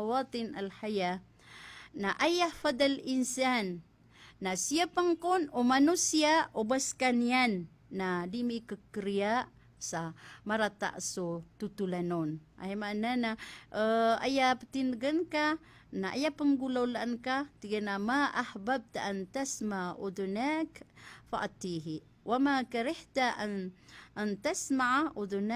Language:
Maranao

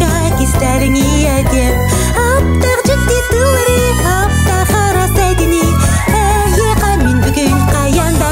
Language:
Yakut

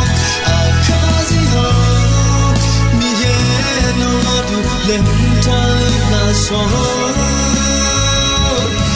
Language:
Akha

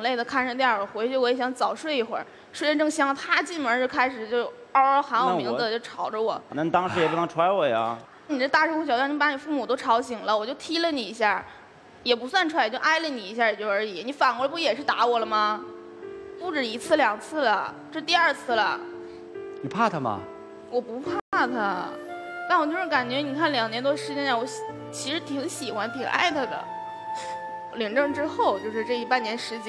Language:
Chinese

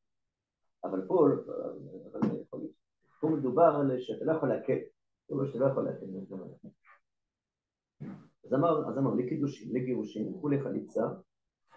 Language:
Hebrew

